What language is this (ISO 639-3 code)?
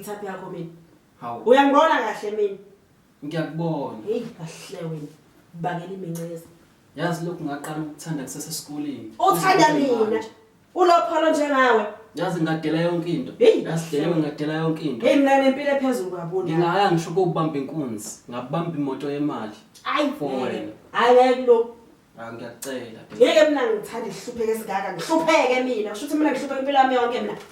zul